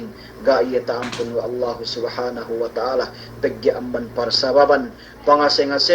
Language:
Yakan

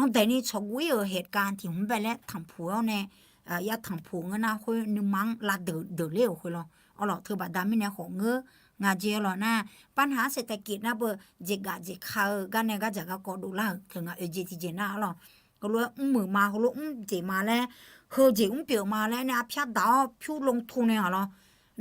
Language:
Akha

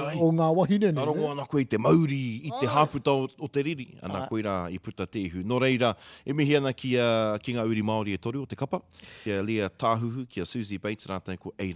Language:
Māori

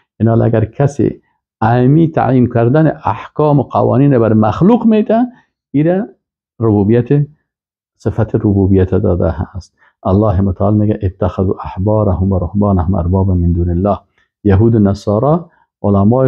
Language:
Persian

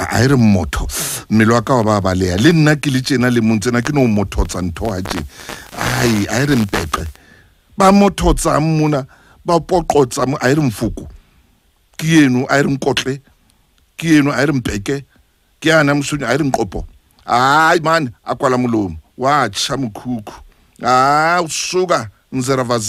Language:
Southern Sotho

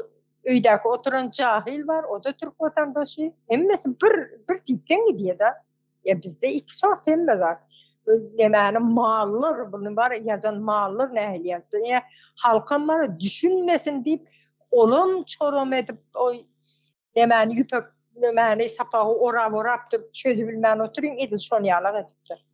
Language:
Turkmen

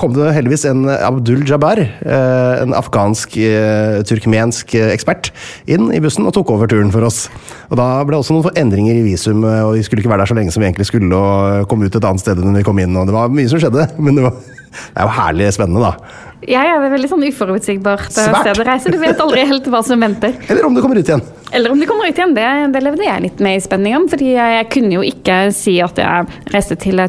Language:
Norwegian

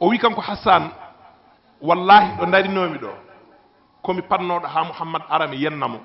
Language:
Fula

